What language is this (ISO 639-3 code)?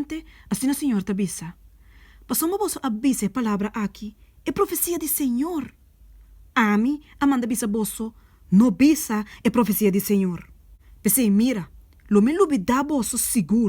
pap